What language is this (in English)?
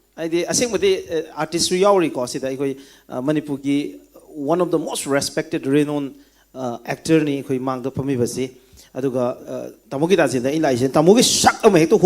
Manipuri